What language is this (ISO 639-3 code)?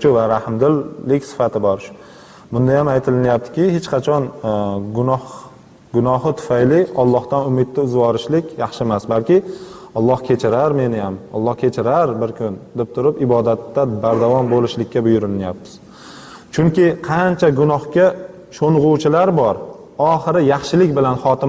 uzb